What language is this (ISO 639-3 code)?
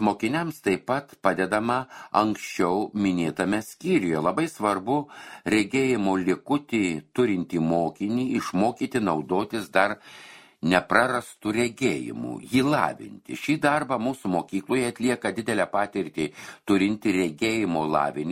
lit